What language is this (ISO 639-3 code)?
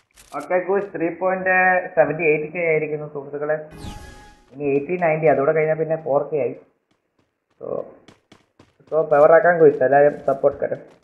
mal